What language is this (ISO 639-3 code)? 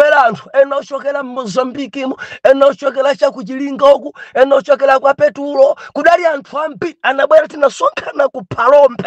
nya